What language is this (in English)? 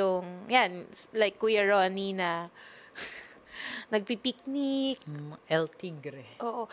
Filipino